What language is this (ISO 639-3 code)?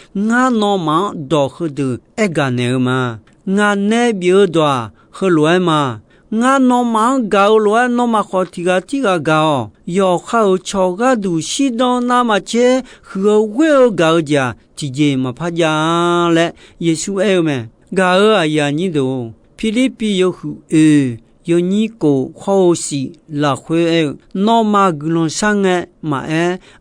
ahk